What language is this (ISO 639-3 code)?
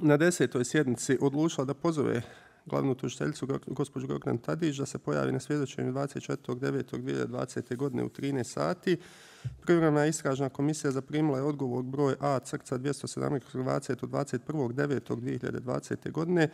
bos